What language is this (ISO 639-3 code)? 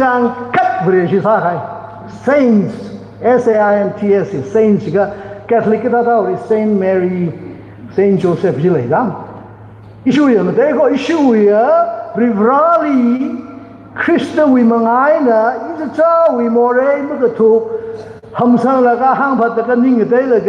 nmf